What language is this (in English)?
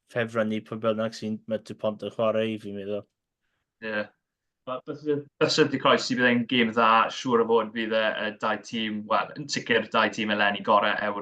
Welsh